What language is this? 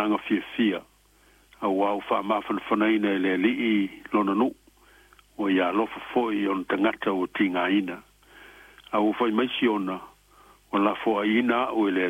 Samoan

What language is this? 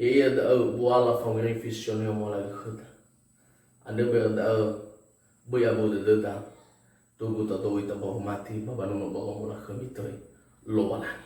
Nias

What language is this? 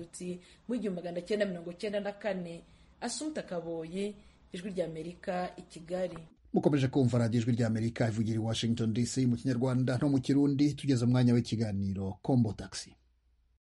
Kinyarwanda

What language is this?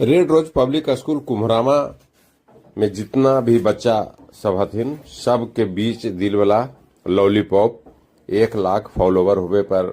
Magahi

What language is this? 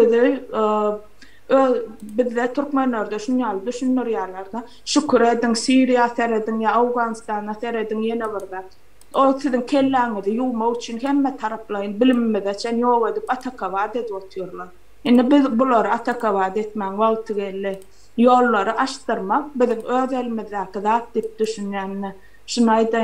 Turkmen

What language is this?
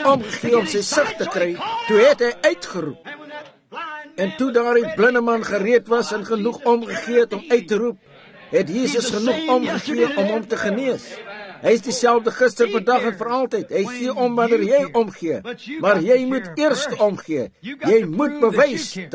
Afrikaans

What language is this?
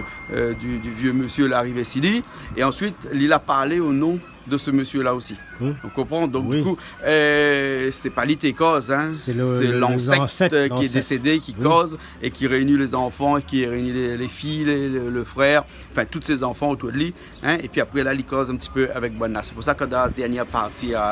Réunion Creole French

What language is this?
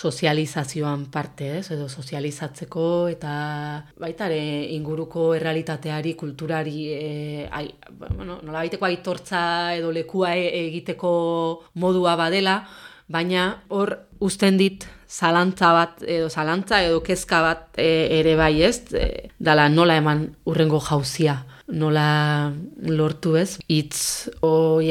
Basque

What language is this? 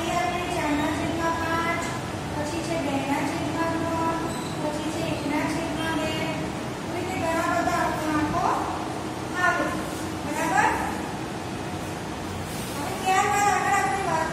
Gujarati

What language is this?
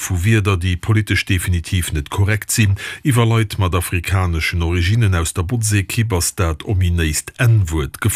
Luxembourgish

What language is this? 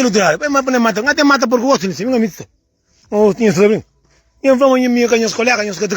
Kabuverdianu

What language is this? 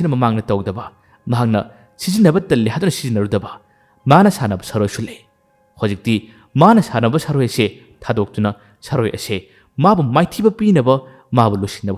Manipuri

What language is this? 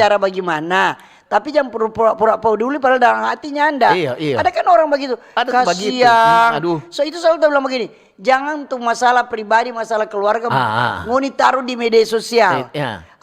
Manado Malay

